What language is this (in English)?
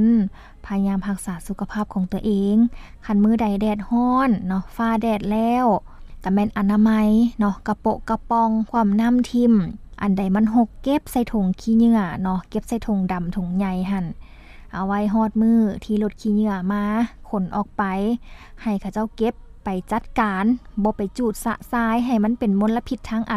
Lao